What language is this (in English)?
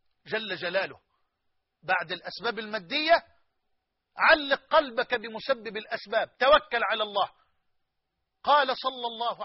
Arabic